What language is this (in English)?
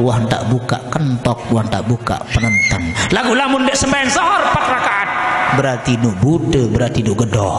Sasak